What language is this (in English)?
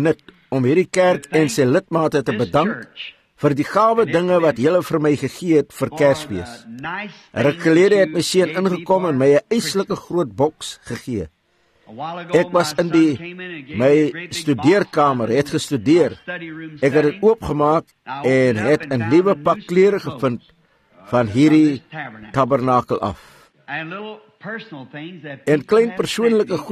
Afrikaans